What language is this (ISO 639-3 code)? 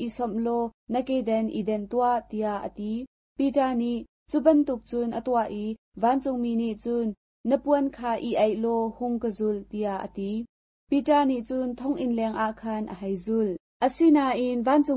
cnh